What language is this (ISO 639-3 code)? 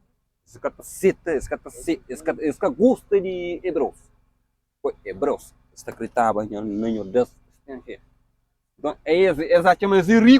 kea